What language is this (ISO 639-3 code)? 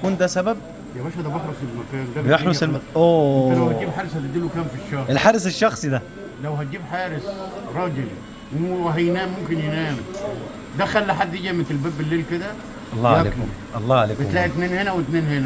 arz